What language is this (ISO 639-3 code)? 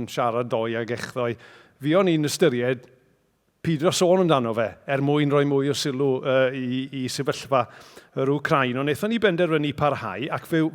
cym